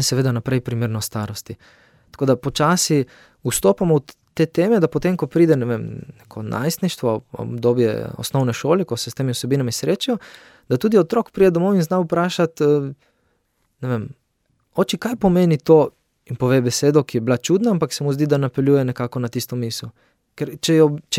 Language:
Slovenian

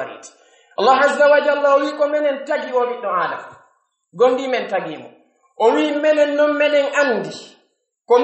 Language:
Pular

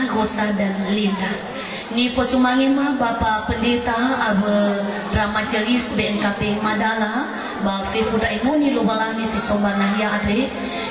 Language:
Nias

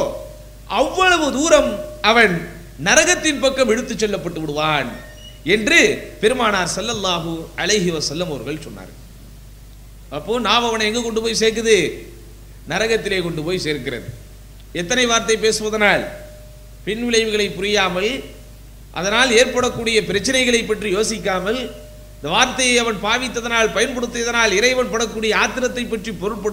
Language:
Tamil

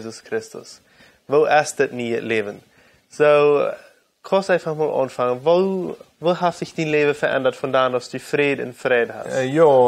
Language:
Plautdietsch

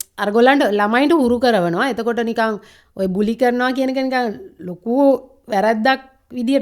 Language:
Sinhala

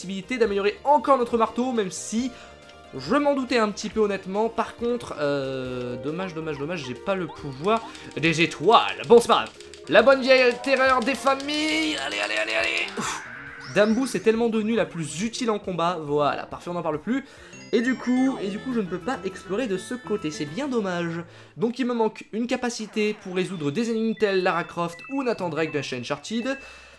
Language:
French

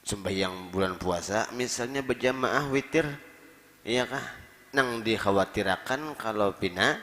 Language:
Banjar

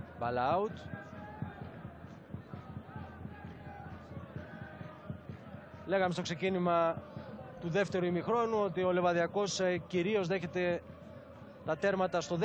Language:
Greek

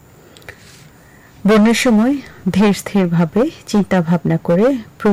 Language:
Bangla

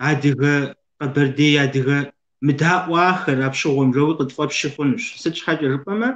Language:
Kabardian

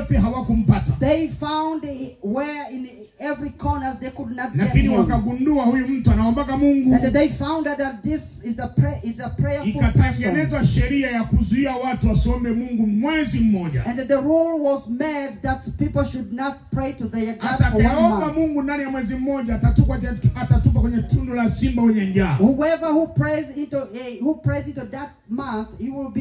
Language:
Swahili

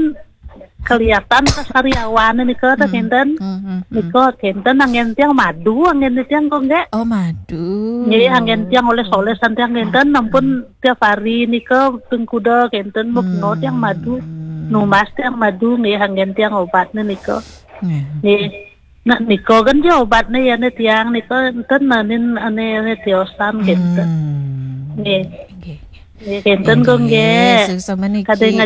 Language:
Balinese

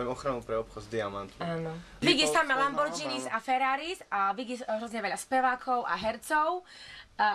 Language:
Slovak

